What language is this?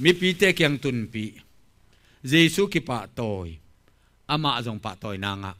Tedim Chin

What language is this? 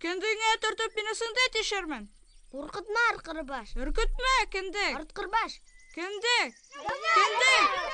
Bashkir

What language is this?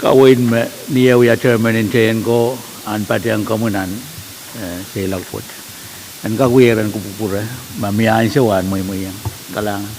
Pohnpeian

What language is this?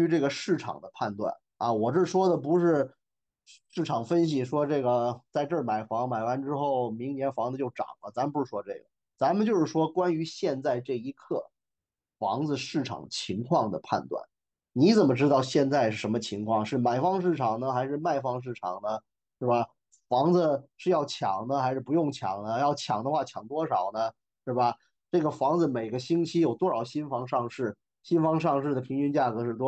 Chinese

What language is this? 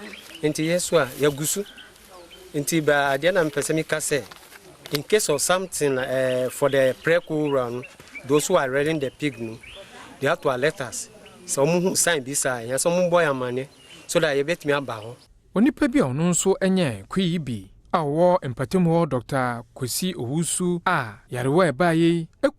Akan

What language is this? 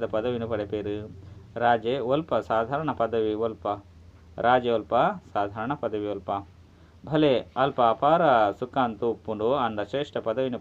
Tulu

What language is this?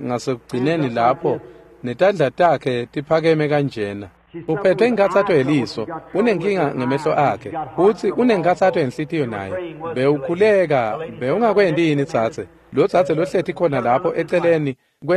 Swati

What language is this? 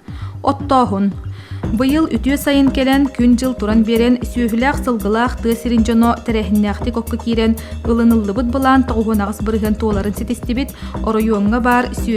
Yakut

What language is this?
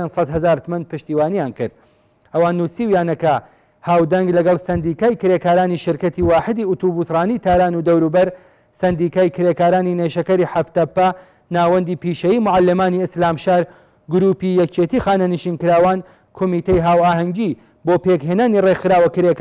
Central Kurdish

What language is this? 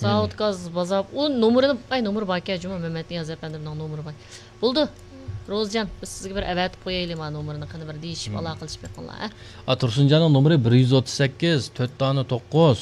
Uyghur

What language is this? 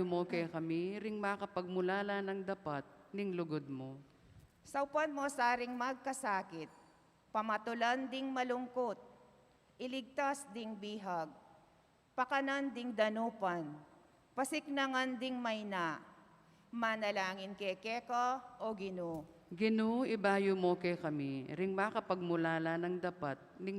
Pampanga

